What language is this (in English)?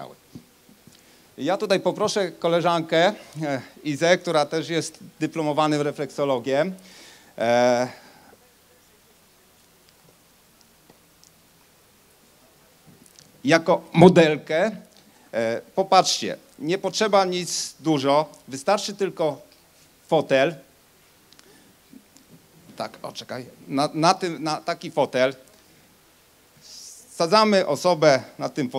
Polish